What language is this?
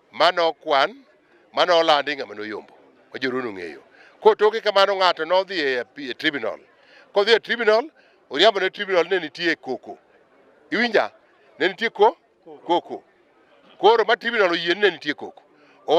Luo (Kenya and Tanzania)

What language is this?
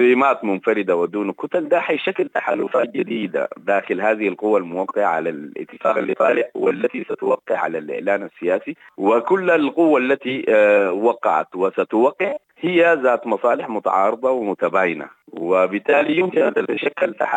Sudanese Arabic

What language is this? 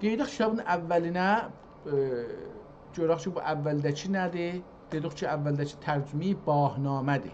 South Azerbaijani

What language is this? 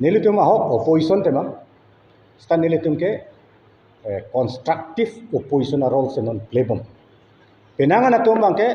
Karbi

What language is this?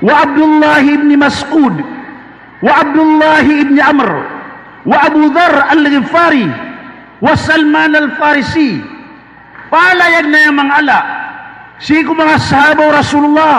Maranao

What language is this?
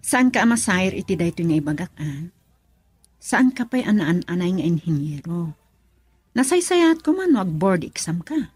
Iloko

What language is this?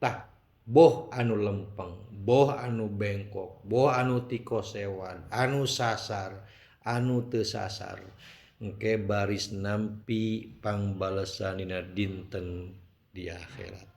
Sundanese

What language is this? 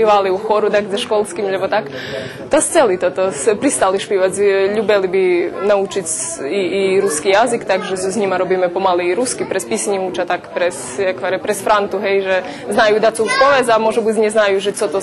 Rusyn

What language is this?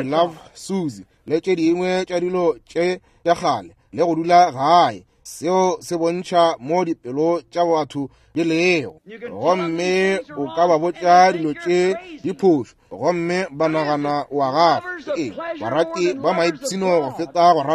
Northern Sotho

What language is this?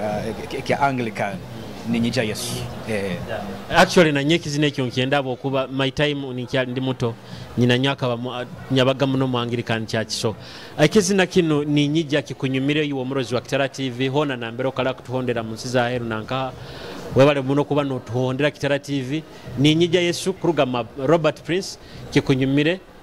Nyoro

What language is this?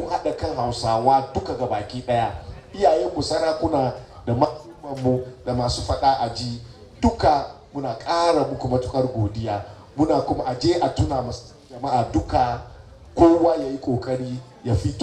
Hausa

